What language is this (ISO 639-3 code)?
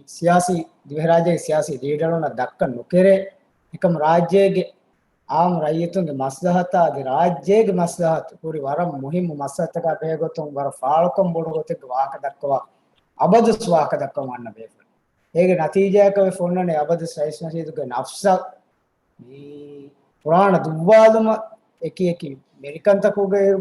div